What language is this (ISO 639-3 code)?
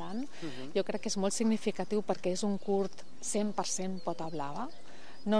cat